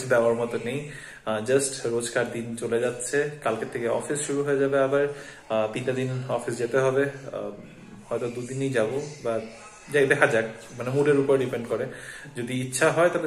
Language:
Bangla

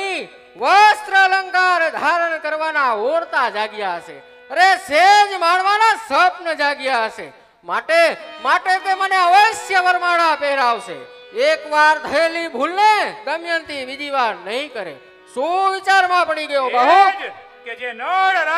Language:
Gujarati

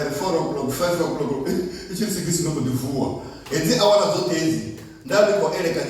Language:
Venda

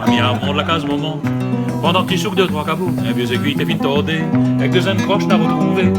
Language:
Réunion Creole French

